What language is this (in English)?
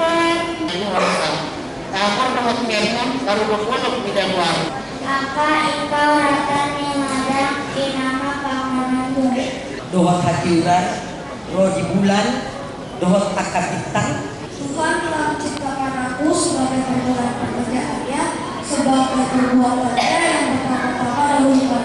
Batak Toba